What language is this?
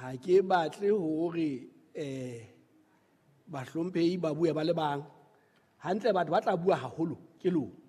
Southern Sotho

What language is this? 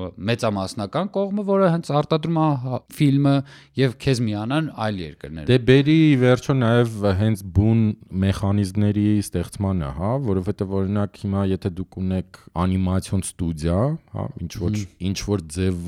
Armenian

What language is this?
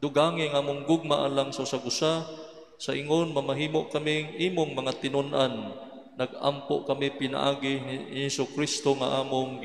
Cebuano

